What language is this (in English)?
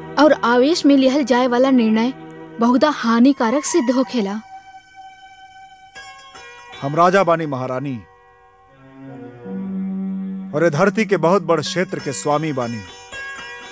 Bhojpuri